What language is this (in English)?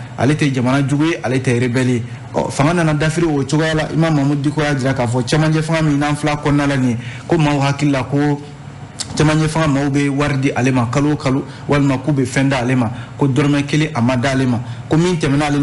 Bambara